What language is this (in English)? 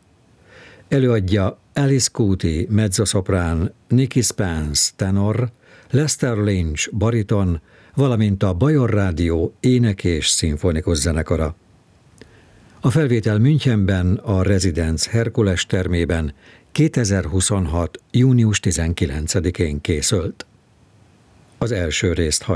Hungarian